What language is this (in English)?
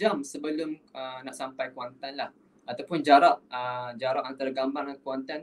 Malay